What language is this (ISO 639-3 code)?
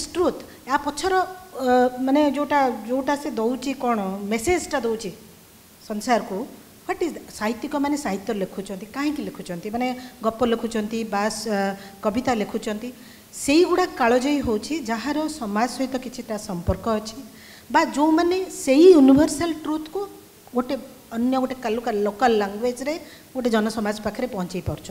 ori